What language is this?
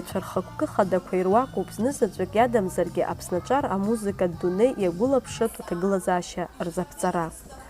Abkhazian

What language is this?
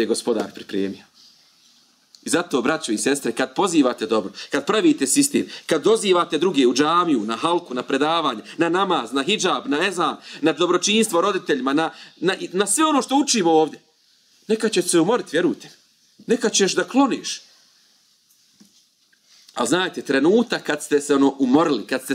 Bosnian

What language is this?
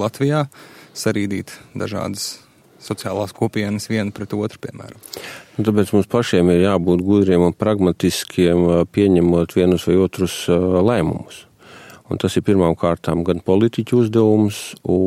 Latvian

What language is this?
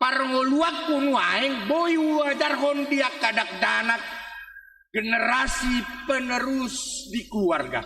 Batak Toba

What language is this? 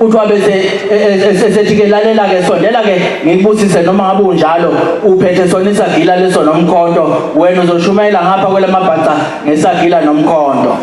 Zulu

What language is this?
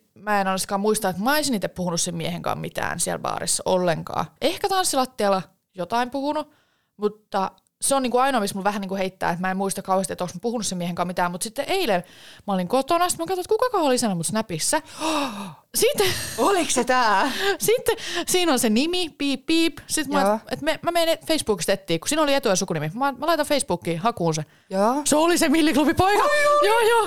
Finnish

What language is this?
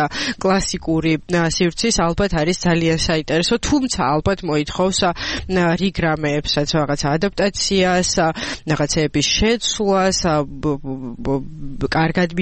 Georgian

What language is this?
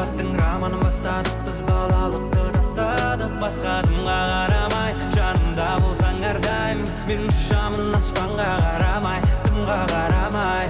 Kara-Kalpak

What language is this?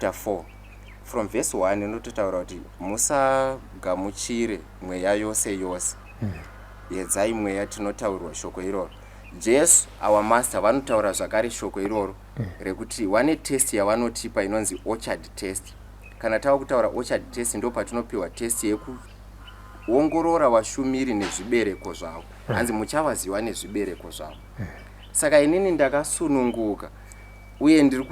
Shona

